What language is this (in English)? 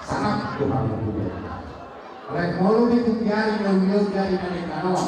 Batak Toba